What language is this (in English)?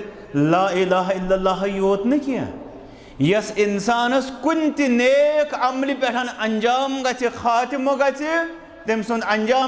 Kashmiri